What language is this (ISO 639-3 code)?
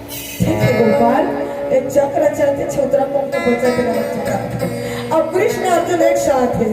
hne